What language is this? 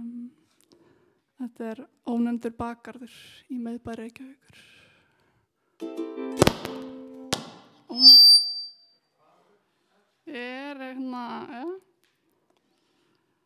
Icelandic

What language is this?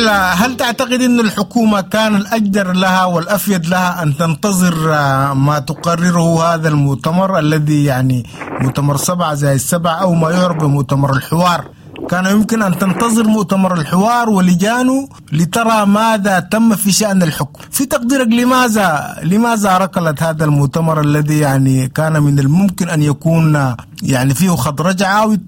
Sudanese Arabic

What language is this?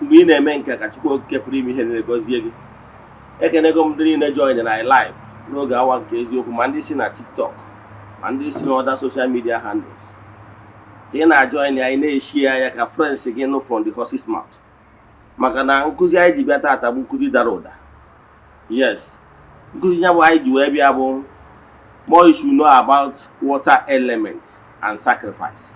Igbo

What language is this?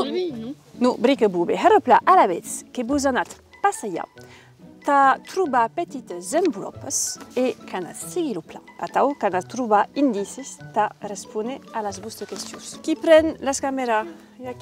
Occitan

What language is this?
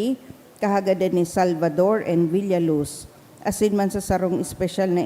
Bikol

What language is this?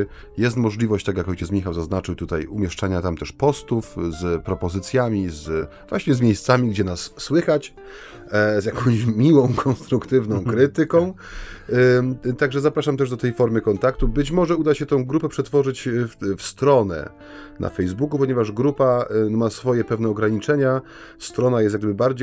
Polish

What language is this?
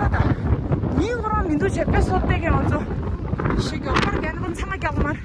Tibetan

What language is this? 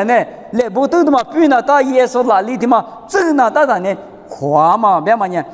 Lisu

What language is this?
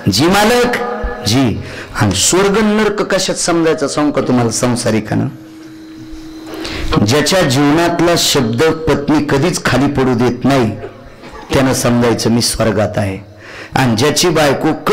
Marathi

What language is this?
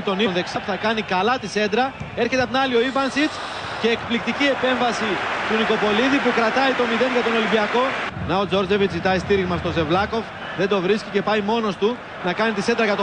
Greek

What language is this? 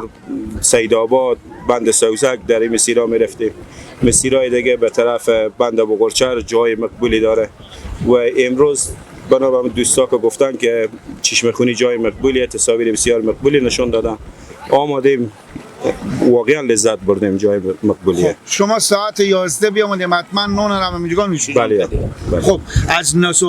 Persian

